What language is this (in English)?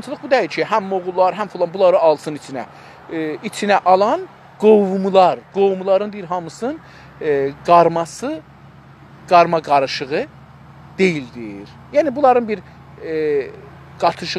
South Azerbaijani